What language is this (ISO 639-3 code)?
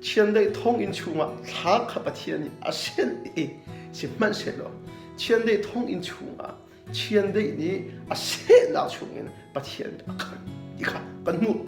cnh